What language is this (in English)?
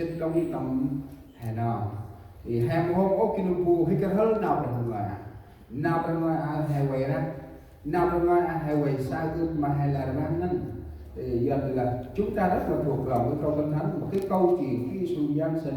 Central Mnong